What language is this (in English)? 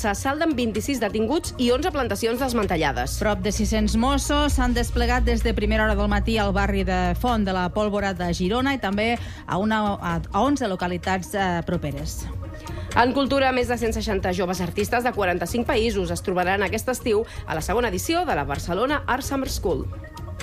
Catalan